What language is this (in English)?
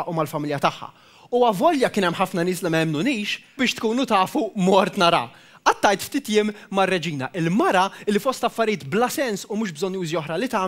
Maltese